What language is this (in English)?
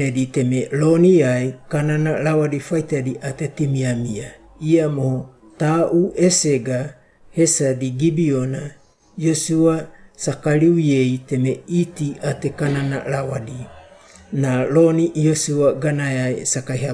Wagawaga